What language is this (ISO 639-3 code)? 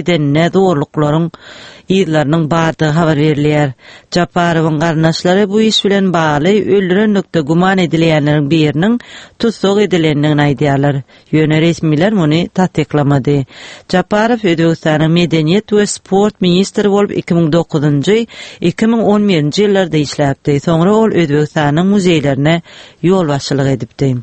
tuk